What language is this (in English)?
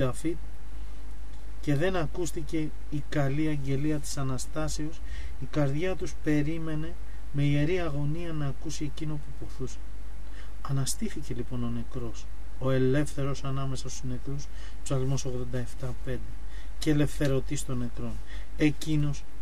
Greek